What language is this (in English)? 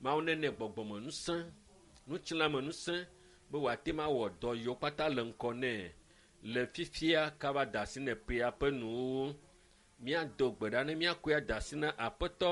Ewe